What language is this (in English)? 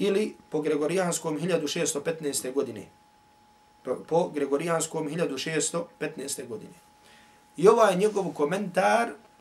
Bosnian